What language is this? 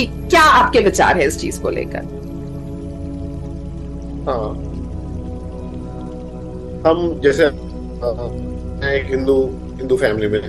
Hindi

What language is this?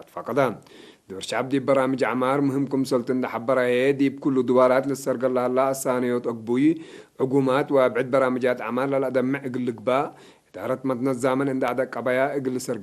Tigre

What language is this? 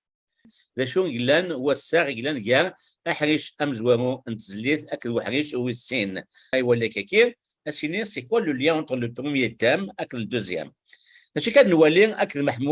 Kabyle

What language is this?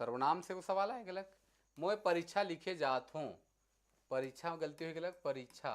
Sadri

